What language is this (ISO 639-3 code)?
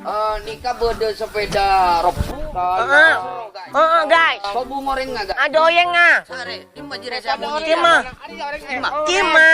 mad